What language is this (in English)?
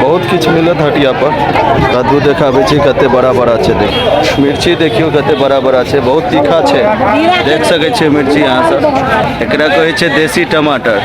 Maithili